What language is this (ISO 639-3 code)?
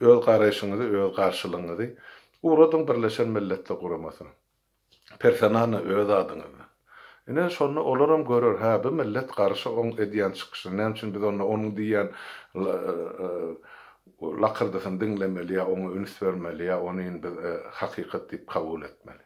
tuk